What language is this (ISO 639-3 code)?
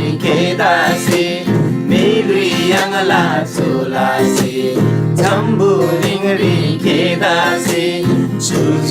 taj